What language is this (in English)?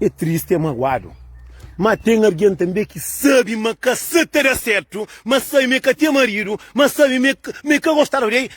Kabuverdianu